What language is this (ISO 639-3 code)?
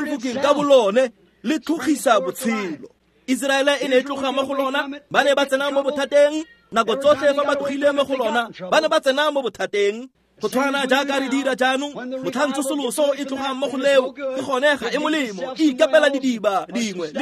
tsn